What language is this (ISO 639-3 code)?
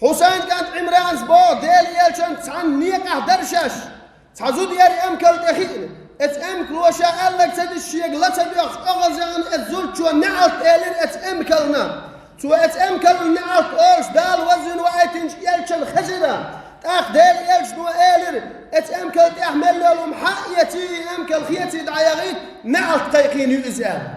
che